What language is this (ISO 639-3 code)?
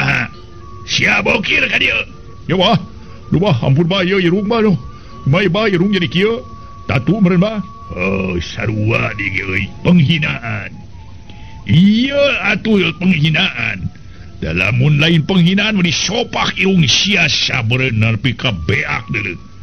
sun